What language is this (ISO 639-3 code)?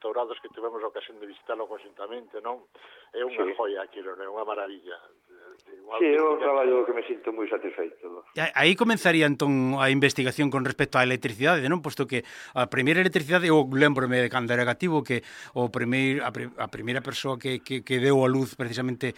glg